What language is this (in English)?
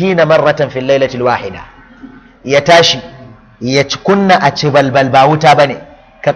Hausa